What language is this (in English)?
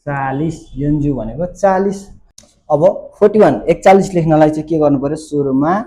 Nepali